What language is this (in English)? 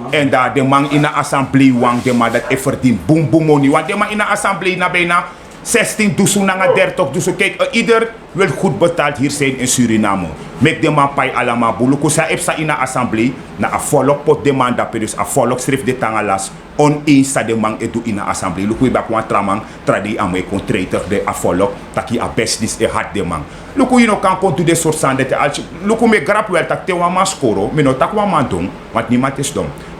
Sranan Tongo